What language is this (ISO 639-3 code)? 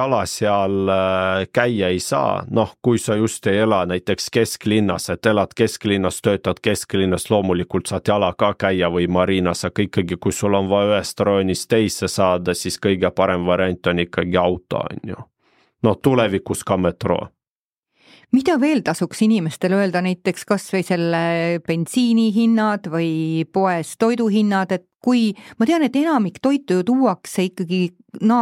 est